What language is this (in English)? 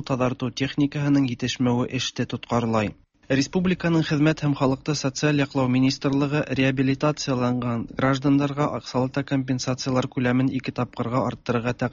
Tatar